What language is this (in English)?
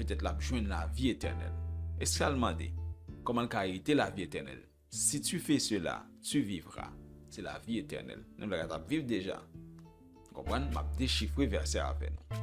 Haitian Creole